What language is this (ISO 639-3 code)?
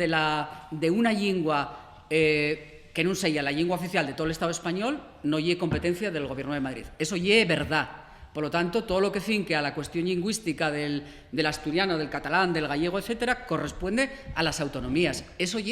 ast